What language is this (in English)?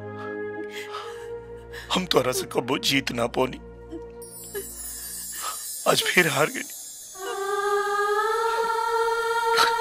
Bhojpuri